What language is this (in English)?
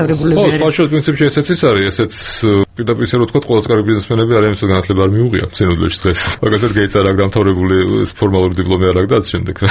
Georgian